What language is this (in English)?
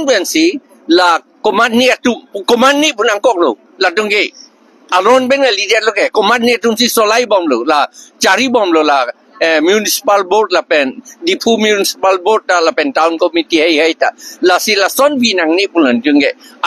Karbi